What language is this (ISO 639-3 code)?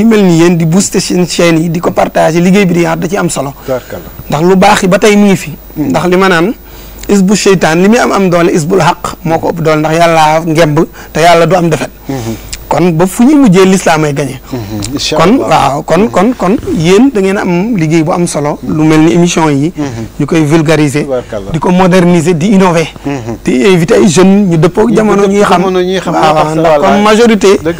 wol